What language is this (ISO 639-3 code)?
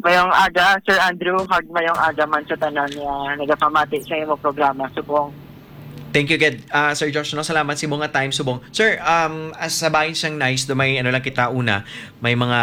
hil